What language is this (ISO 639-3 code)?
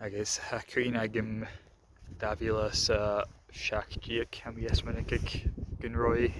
gla